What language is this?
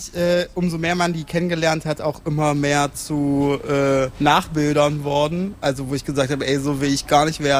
German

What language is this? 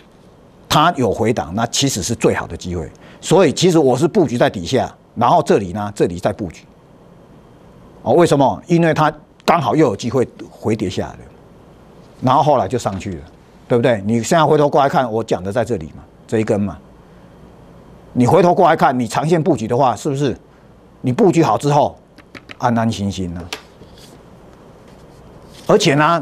Chinese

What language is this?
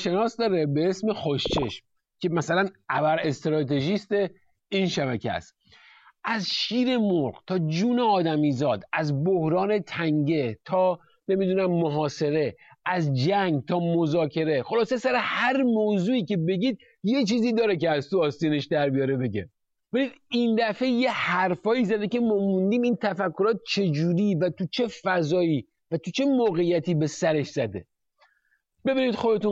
Persian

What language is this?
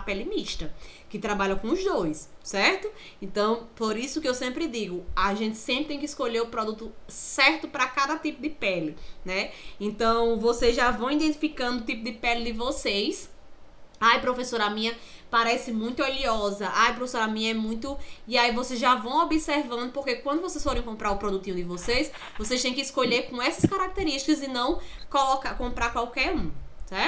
Portuguese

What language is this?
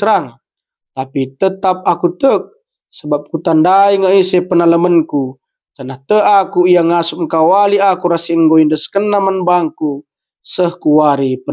Batak Karo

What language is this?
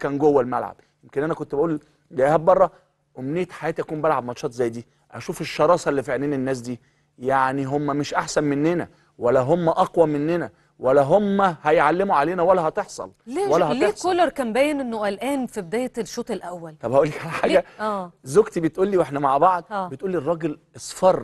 Egyptian Arabic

